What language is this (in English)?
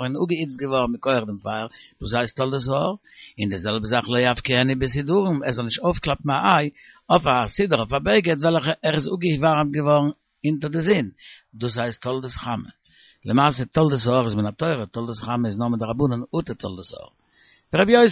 Yiddish